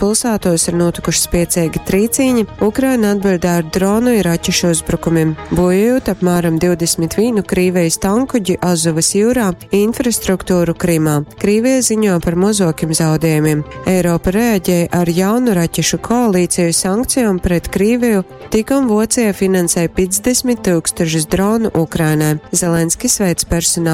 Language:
Latgalian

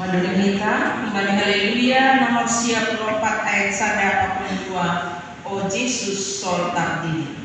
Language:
Batak Simalungun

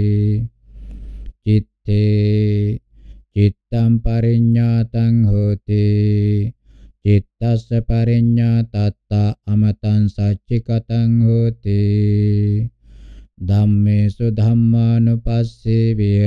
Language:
Pali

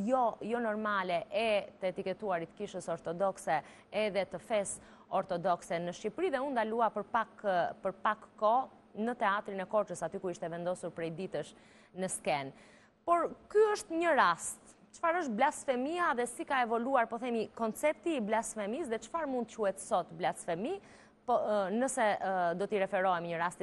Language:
Albanian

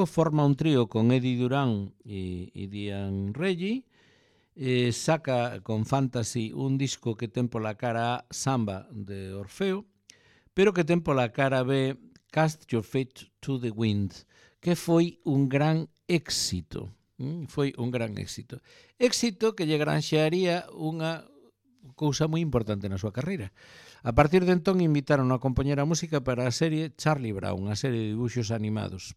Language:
Galician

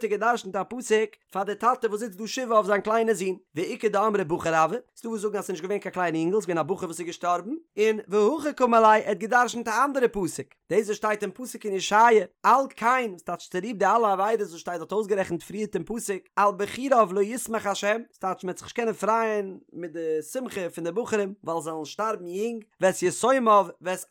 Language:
Yiddish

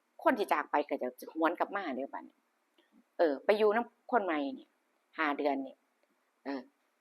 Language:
Northeastern Thai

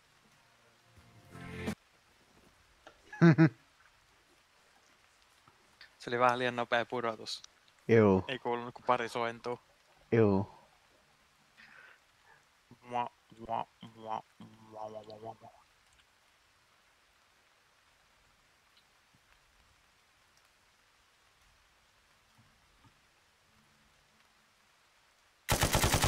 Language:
Finnish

